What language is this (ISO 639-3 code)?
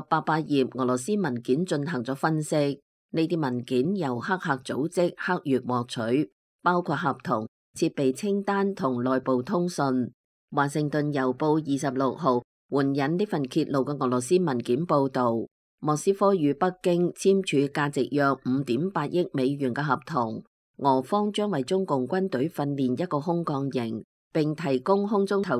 yue